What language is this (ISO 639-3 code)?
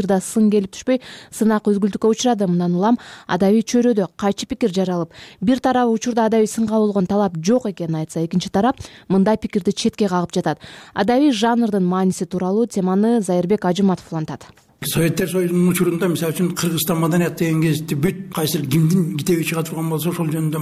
kir